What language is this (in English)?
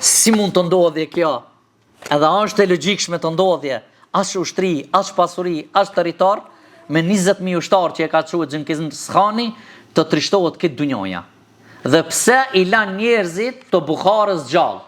Albanian